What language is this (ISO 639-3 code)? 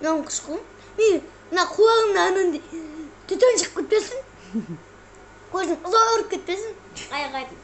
kaz